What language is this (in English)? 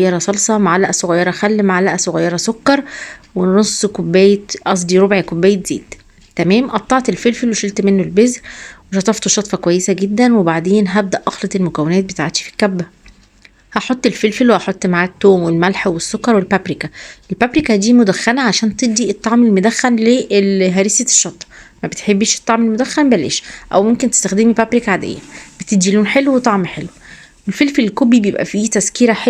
Egyptian Arabic